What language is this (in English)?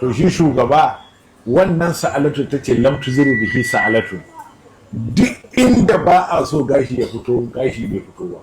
Hausa